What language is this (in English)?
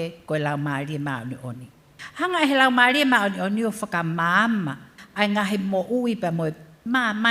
Tongan